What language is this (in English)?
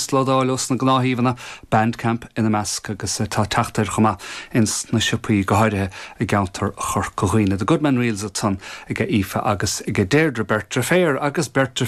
Irish